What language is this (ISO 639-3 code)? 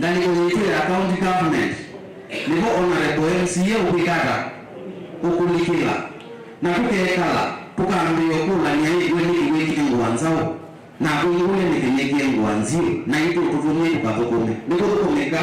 kam